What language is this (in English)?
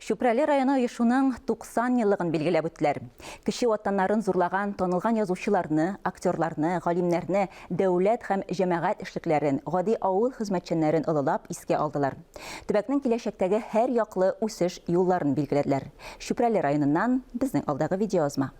Tatar